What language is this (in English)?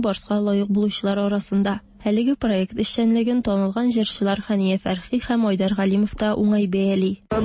Tatar